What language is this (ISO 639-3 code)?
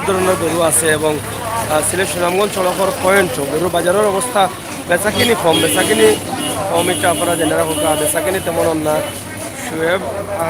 syl